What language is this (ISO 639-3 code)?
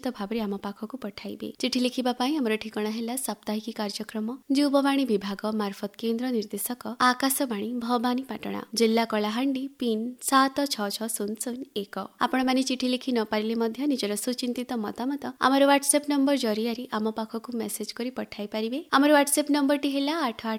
ori